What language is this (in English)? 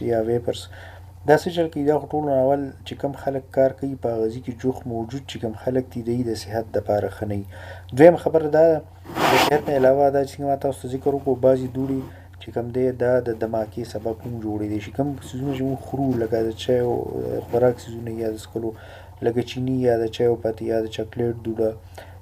Pashto